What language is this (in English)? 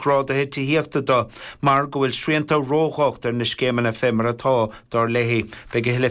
Irish